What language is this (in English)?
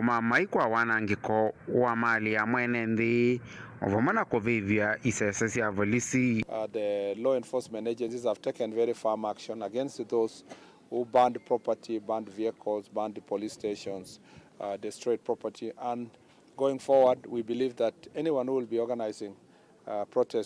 Kamba